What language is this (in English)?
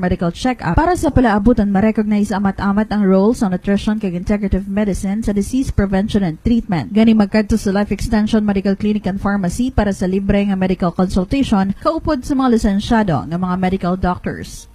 Hiligaynon